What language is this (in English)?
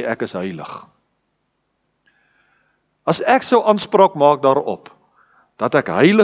Afrikaans